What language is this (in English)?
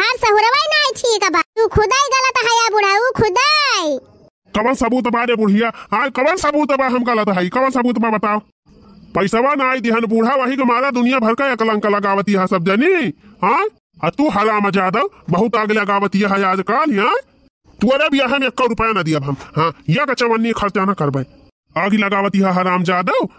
Awadhi